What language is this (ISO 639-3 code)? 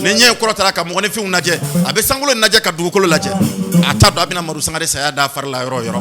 bam